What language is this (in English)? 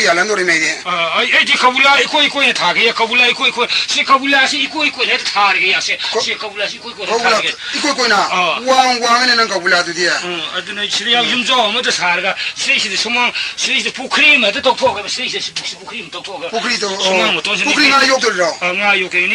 Manipuri